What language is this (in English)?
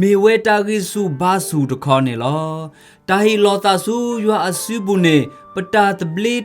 S'gaw Karen